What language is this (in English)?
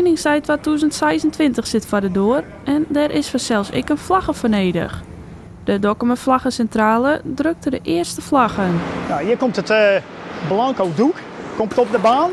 Western Frisian